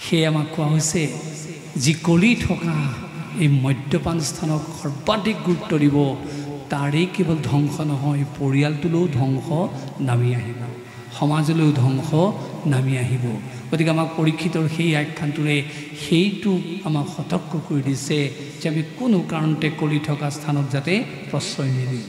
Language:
Assamese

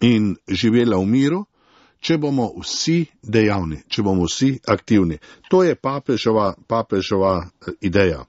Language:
Slovenian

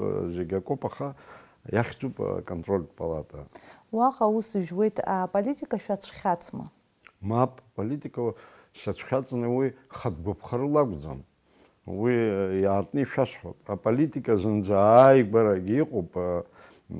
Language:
Abkhazian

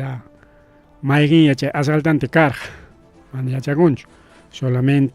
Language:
Ayacucho Quechua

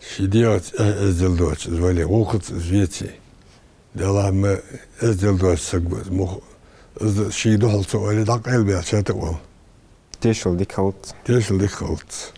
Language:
Ingush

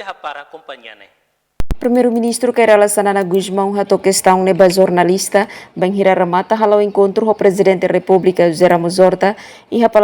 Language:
Tetum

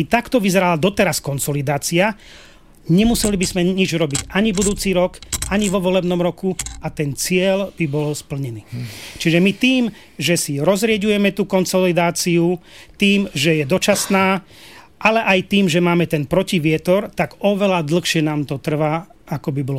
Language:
Slovak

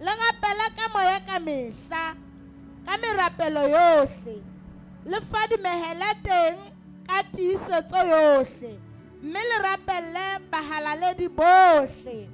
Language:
Southern Sotho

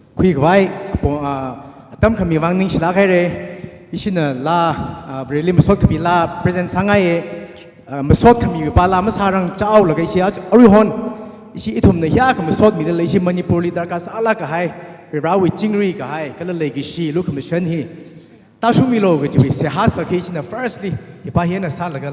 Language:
Tangkhul Naga (India)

